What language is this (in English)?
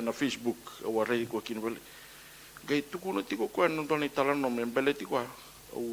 Fijian